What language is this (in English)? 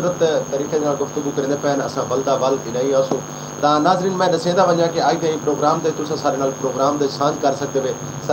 Saraiki